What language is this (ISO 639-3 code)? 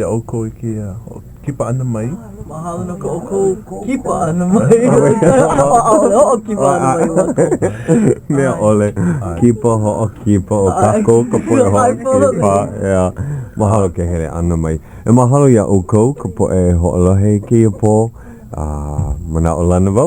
haw